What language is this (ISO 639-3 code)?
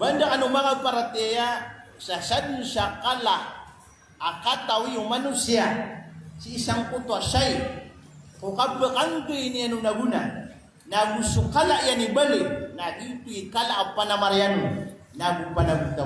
mrw